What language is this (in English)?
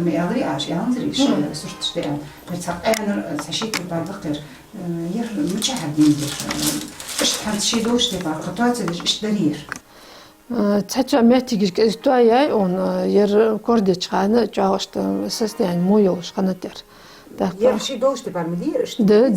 Ingush